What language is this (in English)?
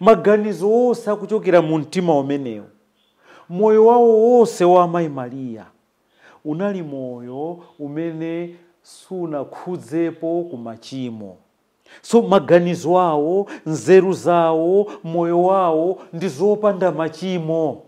Nyanja